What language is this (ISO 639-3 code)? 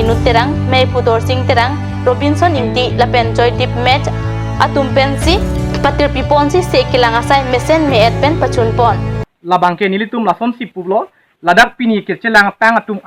mjw